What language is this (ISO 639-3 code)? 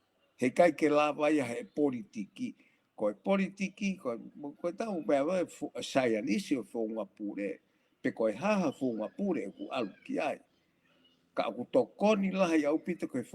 ton